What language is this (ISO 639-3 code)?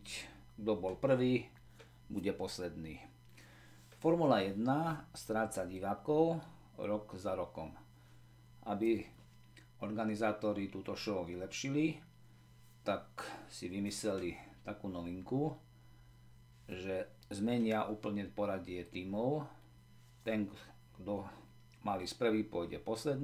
slk